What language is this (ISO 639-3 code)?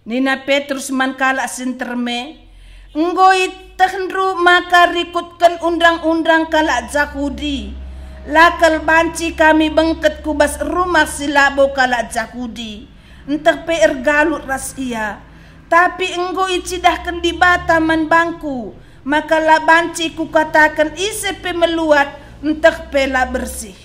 btx